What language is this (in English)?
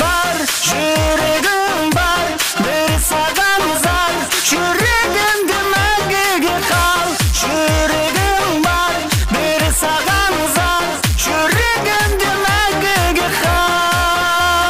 Kara-Kalpak